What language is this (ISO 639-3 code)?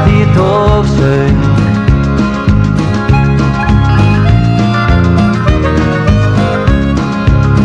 isl